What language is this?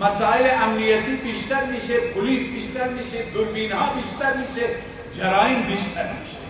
Persian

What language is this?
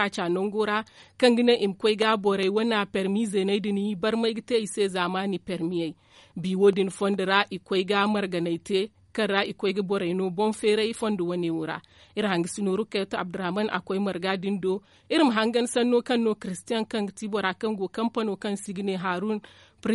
Zarma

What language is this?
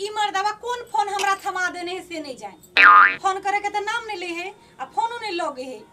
Maithili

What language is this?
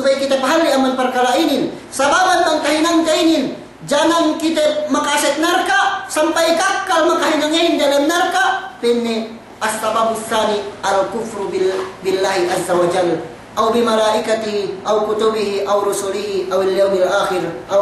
Yakan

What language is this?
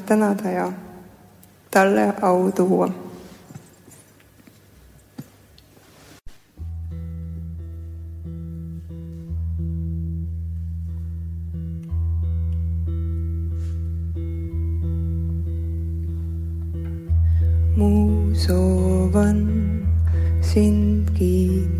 Estonian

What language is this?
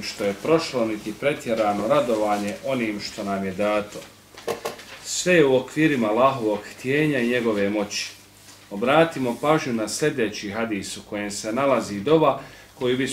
Bosnian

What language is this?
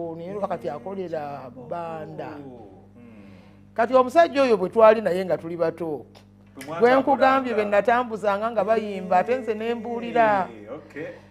Ganda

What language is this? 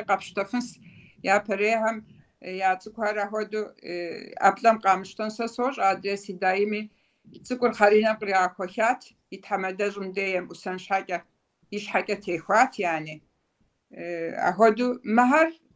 Kabardian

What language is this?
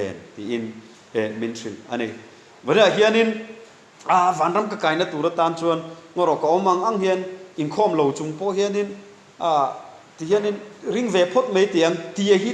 Mizo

